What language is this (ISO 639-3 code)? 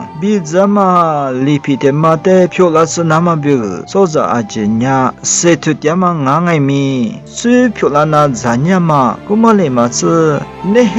lis